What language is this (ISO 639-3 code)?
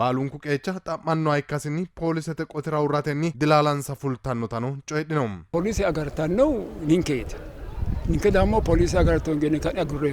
sid